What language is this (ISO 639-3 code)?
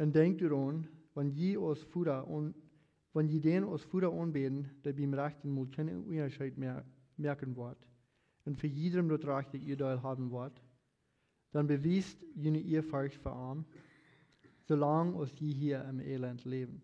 pdt